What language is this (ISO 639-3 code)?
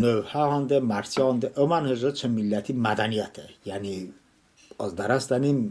tly